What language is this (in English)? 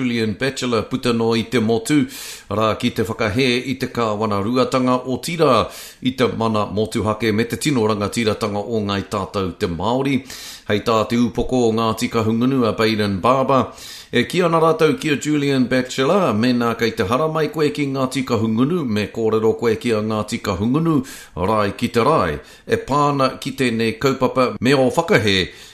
Māori